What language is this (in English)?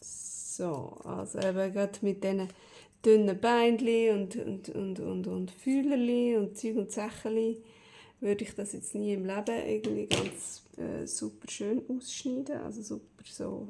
Swiss German